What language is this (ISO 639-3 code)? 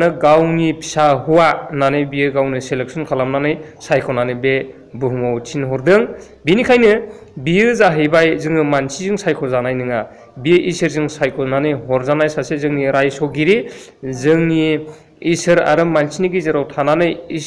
brx